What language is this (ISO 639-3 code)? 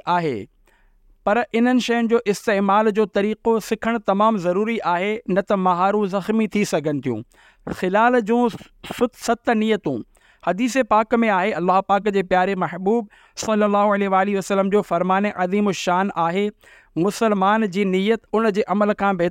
snd